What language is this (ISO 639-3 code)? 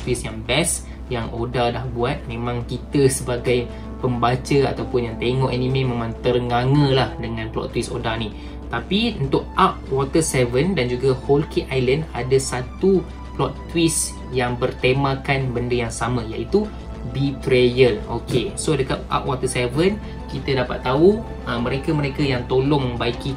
msa